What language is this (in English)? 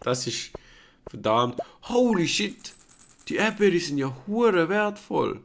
Swiss German